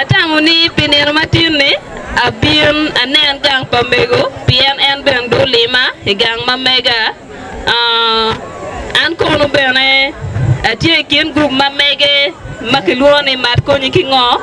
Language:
Acoli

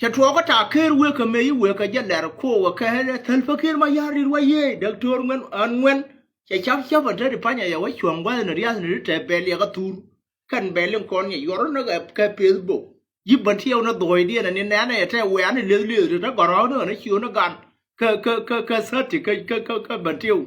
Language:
Nuer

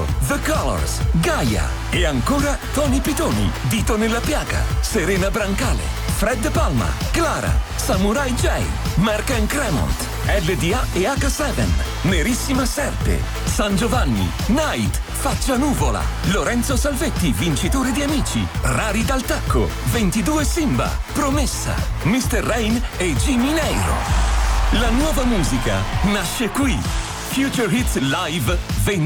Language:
Italian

